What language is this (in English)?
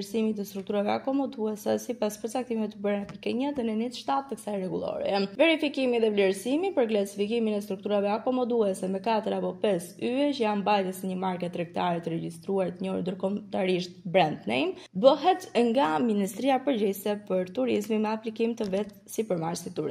Albanian